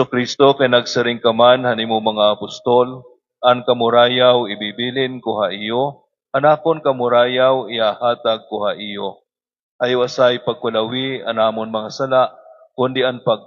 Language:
Waray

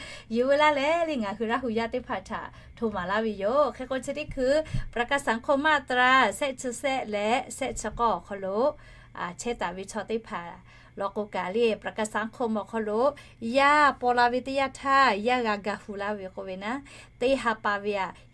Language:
Lahu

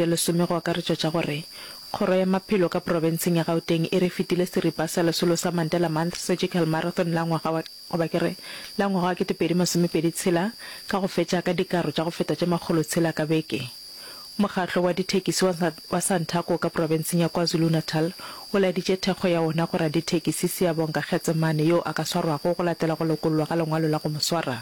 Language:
Northern Sotho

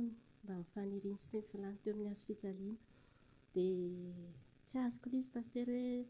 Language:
Malagasy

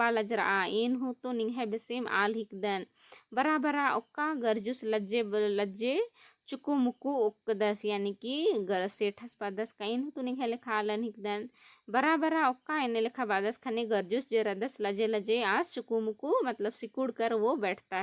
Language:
Kurukh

